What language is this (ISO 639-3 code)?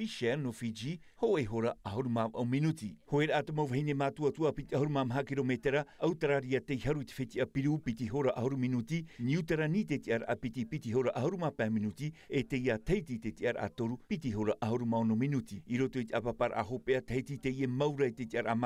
tah